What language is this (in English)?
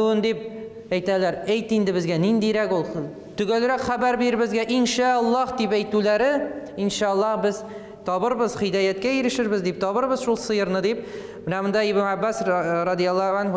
Tatar